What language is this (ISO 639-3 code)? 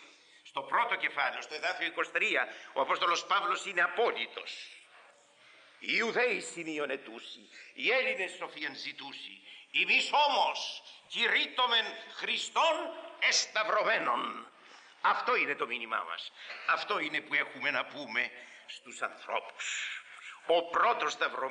ell